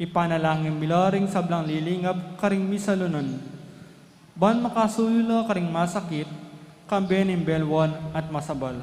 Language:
Pampanga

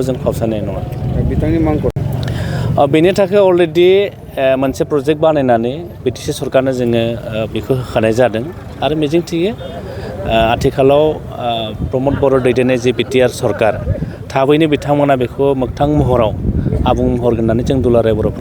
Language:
Bodo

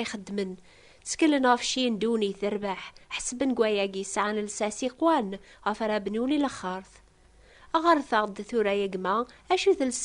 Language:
Kabyle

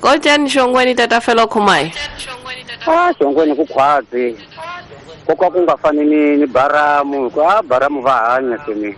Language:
Tsonga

